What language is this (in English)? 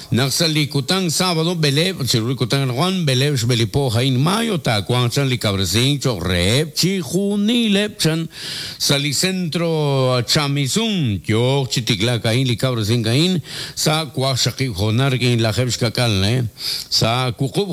Kekchí